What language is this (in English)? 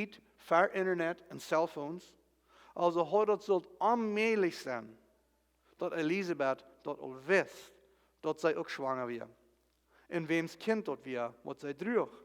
Plautdietsch